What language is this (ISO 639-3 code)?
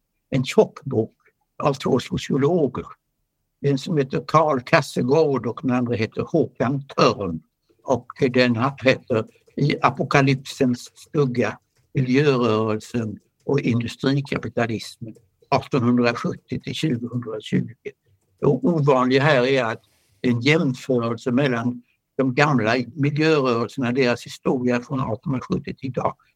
swe